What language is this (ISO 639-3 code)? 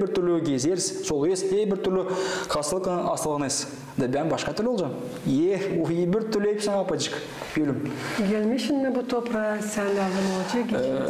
gag